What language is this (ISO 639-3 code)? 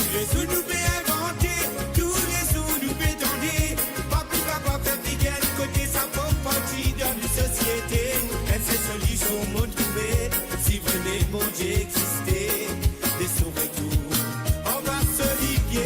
mfe